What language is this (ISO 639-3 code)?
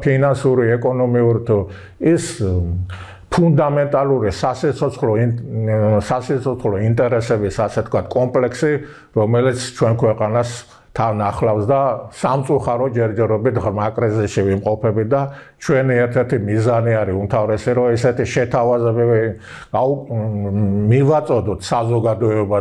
kat